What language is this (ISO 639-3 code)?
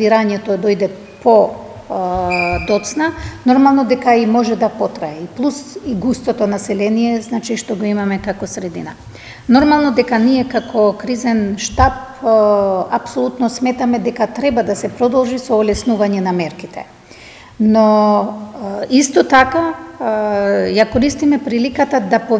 mkd